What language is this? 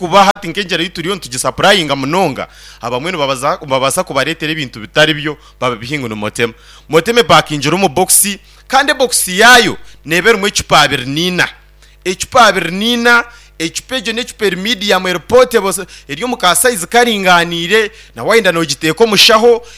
Nyankole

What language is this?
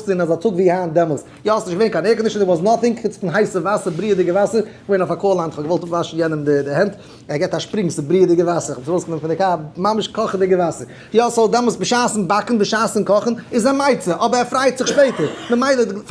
Yiddish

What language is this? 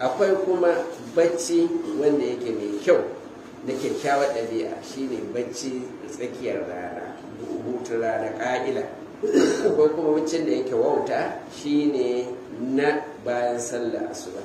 Hausa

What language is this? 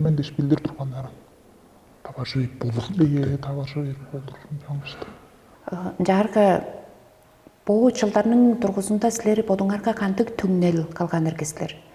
Tuvinian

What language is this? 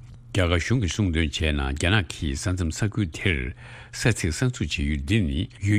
Tibetan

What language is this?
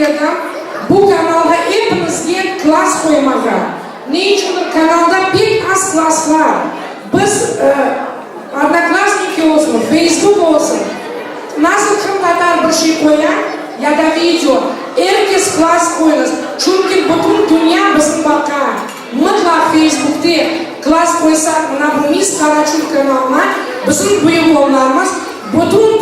Crimean Tatar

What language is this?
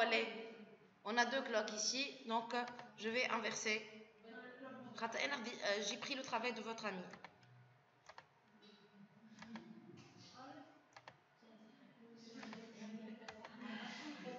French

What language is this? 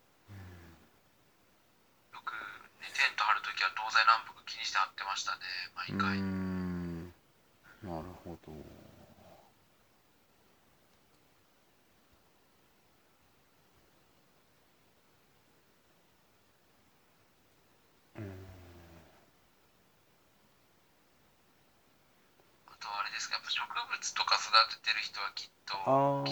Japanese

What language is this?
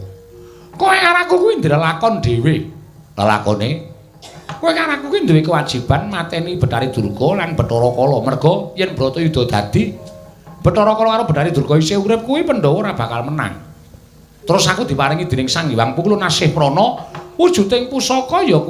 Javanese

